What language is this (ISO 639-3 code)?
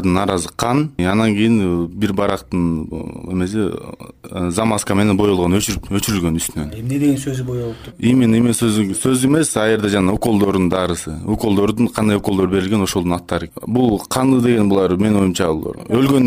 kir